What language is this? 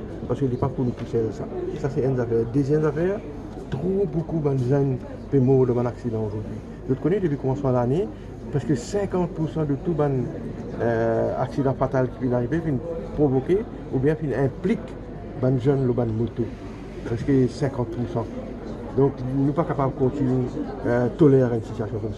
Morisyen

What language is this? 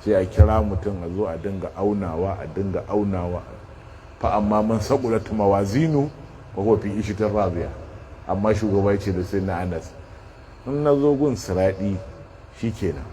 Hausa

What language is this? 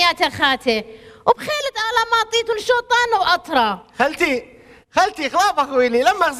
Assyrian Neo-Aramaic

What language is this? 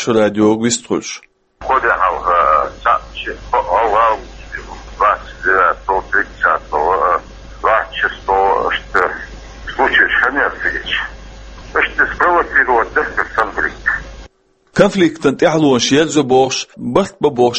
Chechen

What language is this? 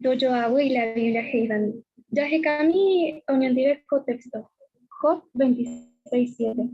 Guarani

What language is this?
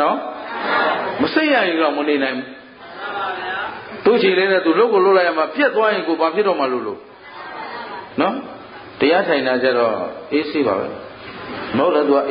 Burmese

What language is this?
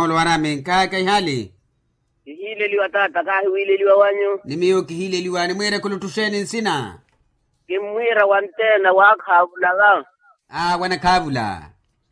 Makhuwa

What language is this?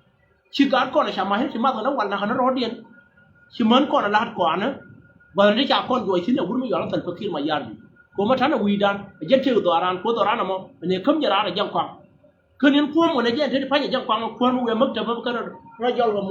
Nuer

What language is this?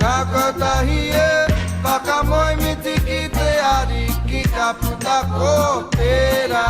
Māori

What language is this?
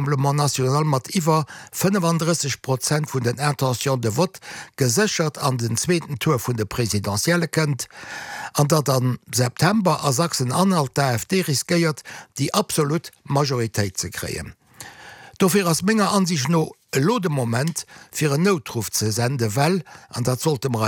Luxembourgish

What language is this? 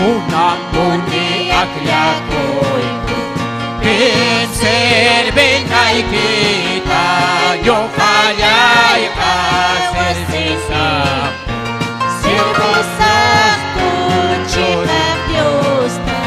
Ayacucho Quechua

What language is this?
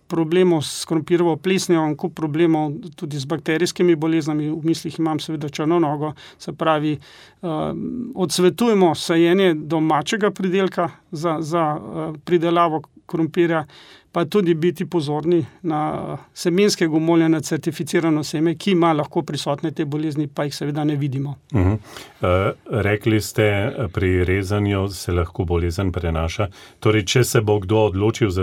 Slovenian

